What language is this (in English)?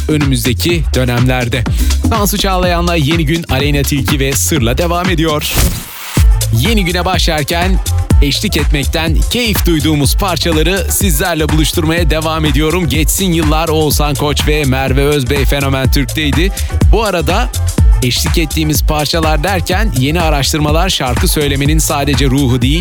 Turkish